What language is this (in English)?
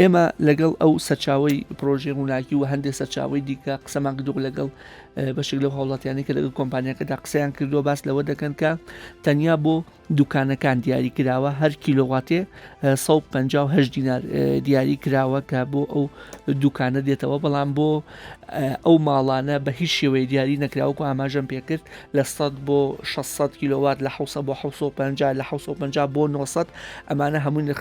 Central Kurdish